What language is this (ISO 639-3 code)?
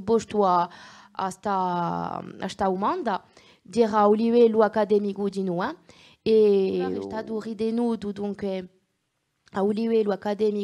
cos